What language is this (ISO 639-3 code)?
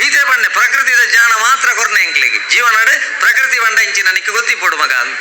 tcy